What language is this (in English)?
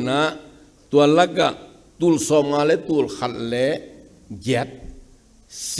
Tedim Chin